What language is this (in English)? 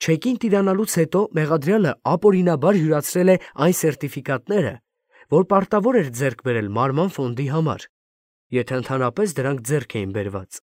Armenian